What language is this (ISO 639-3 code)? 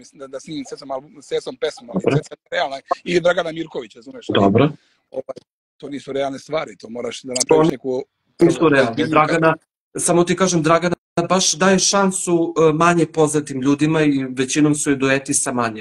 srp